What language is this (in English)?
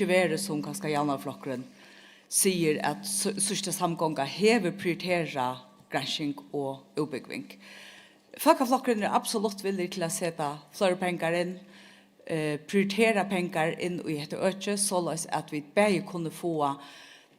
Faroese